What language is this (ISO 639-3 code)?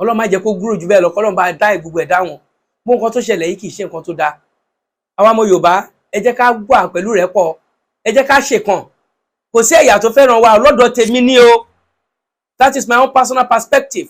yor